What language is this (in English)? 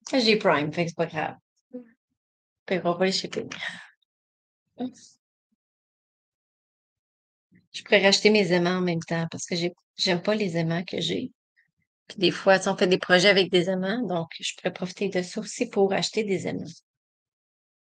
French